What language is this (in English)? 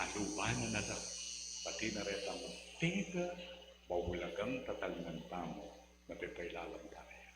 Pampanga